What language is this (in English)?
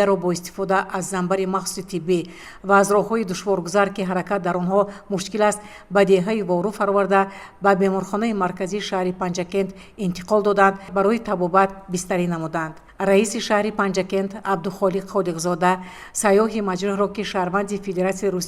Tajik